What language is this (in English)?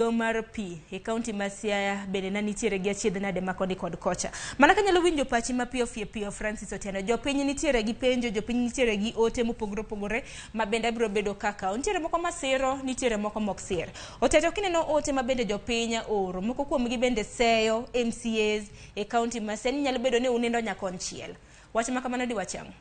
Luo (Kenya and Tanzania)